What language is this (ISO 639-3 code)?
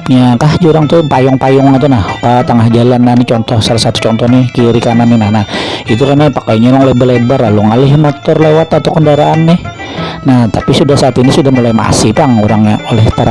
bjn